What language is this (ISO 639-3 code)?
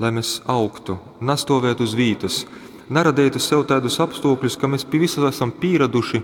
ltg